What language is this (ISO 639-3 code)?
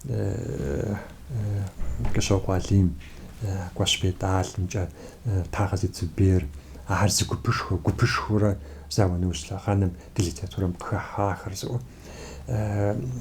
kbd